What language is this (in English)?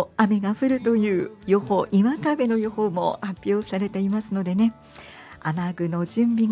Japanese